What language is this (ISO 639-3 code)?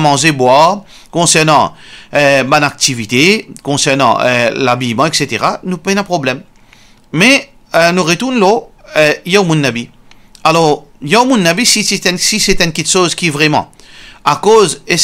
mfe